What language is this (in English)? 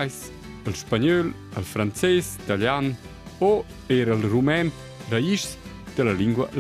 Romansh